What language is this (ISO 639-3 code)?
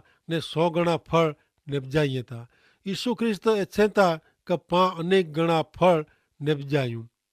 kfr